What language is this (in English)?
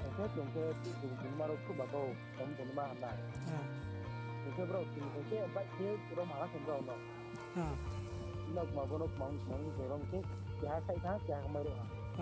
Riang (India)